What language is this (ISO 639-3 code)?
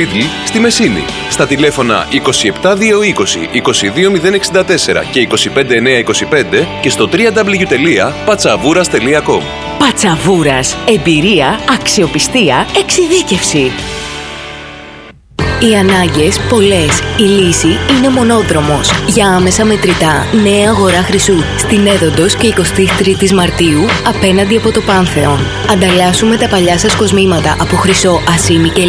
ell